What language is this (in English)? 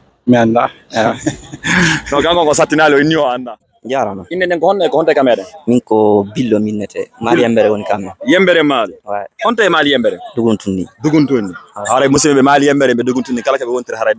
Fula